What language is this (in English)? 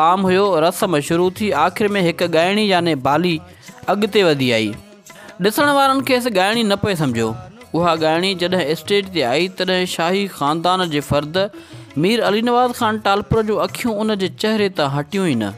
Sindhi